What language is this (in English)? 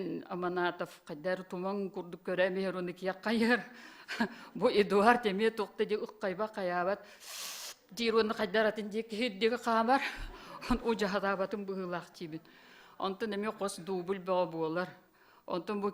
Yakut